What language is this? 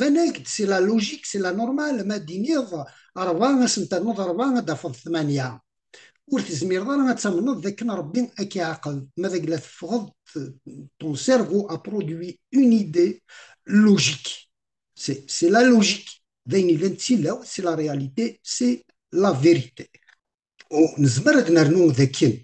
Kabyle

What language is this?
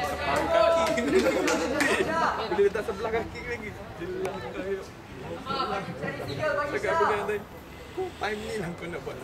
Malay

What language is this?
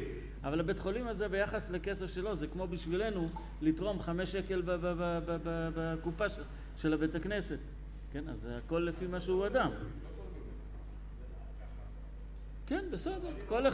Hebrew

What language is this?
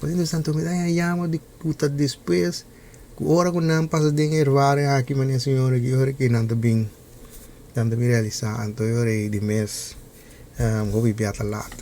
Papiamento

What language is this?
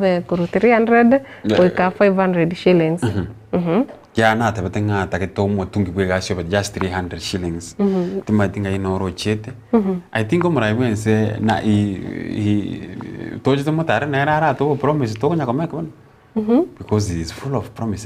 Gusii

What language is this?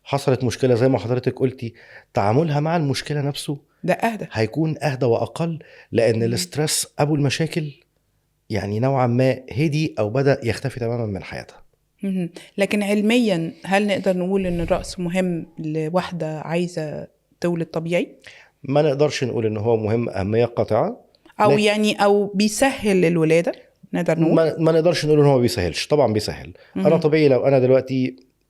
Egyptian Arabic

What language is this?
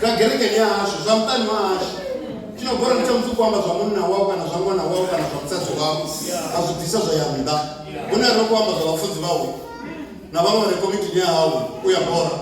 Venda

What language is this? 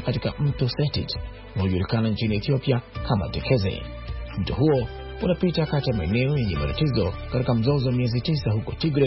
Swahili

